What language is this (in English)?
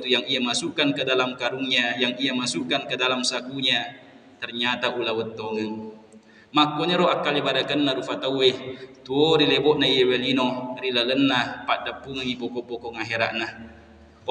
Buginese